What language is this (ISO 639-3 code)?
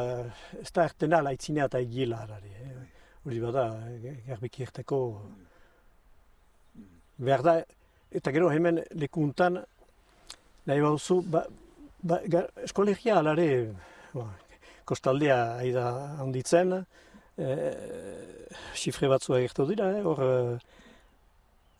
eus